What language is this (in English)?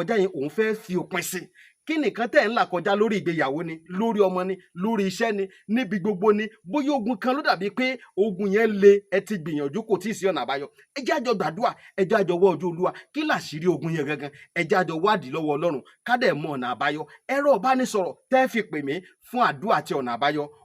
Yoruba